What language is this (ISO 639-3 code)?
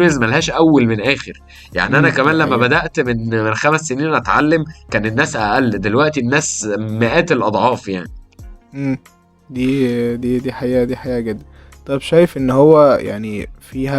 arz